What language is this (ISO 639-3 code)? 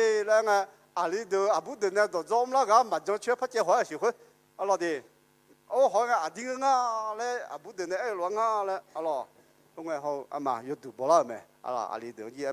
ahk